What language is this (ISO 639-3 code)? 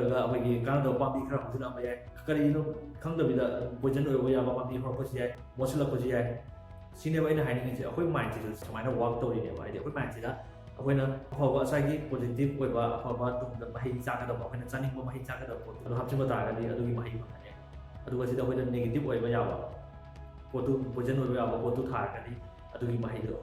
mni